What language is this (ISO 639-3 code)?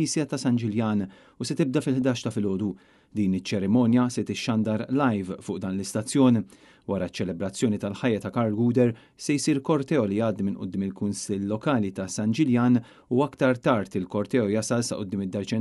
mlt